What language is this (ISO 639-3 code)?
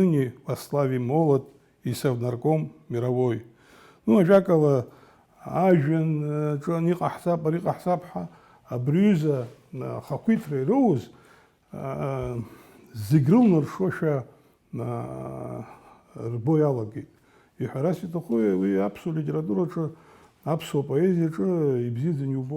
abk